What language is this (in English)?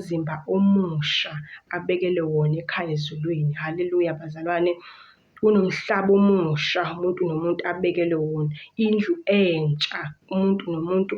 Zulu